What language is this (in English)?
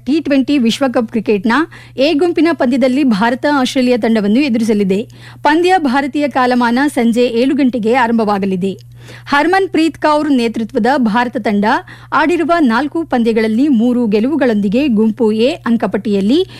Kannada